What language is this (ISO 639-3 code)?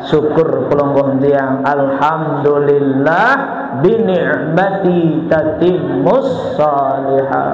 sas